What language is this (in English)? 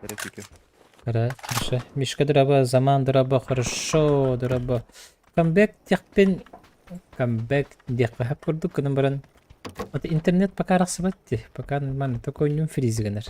Yakut